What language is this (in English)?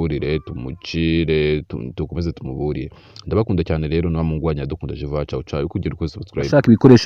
Kinyarwanda